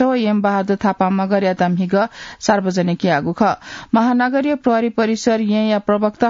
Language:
Newari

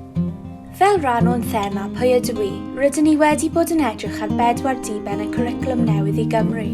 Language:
Welsh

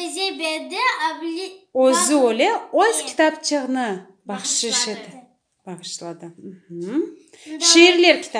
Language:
Crimean Tatar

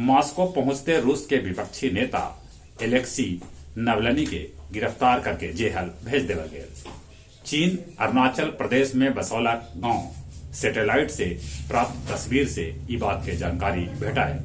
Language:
Magahi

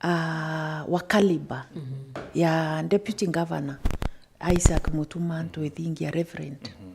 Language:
Meru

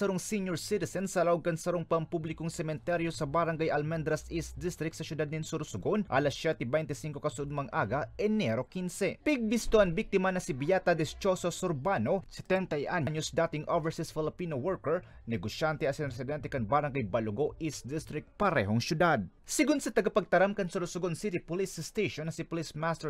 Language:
Bikol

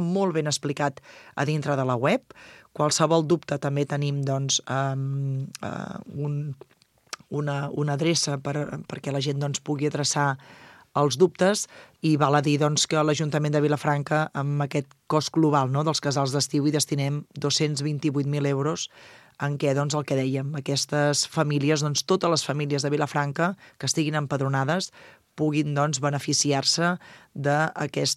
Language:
Catalan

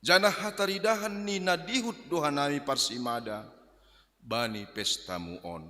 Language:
Batak Simalungun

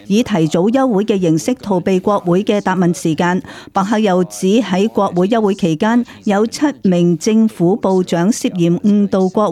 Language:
Cantonese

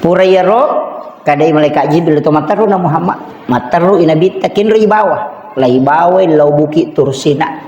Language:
Buginese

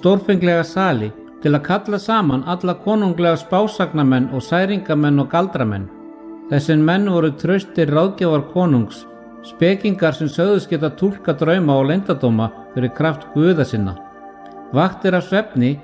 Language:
Icelandic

